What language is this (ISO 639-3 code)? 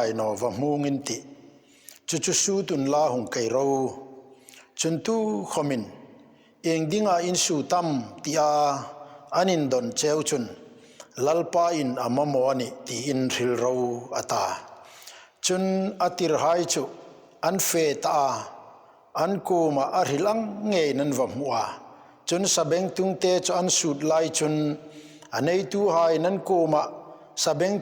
hmr